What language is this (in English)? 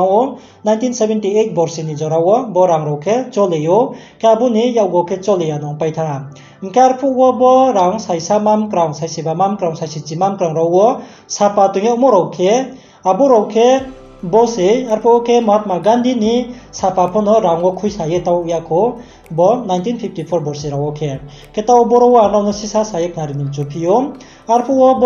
Riang (India)